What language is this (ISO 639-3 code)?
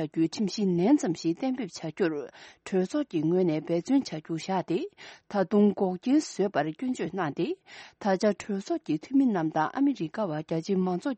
bod